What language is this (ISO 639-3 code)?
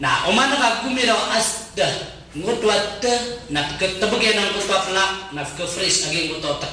mrw